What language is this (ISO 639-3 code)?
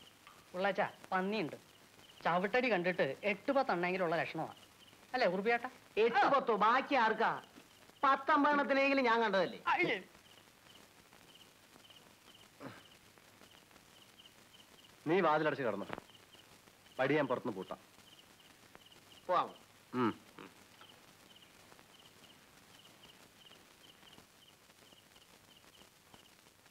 mal